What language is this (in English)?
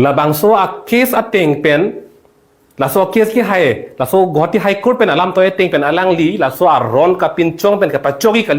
Karbi